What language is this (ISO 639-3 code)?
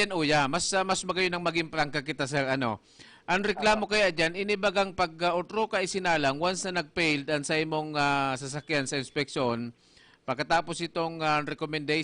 bik